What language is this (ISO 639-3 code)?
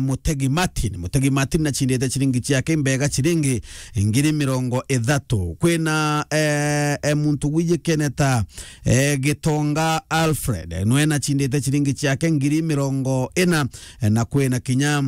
mer